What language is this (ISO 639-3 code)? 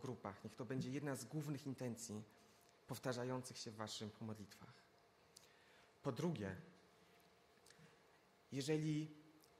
pol